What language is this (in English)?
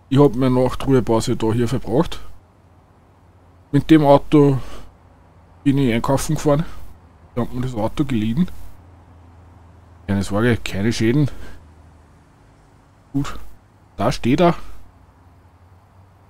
German